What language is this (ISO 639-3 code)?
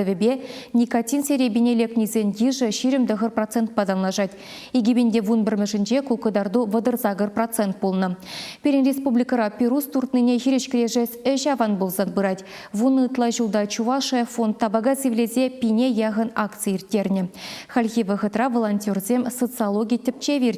chv